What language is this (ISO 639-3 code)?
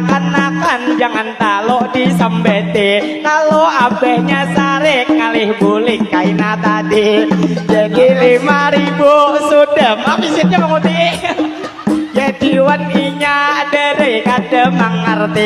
bjn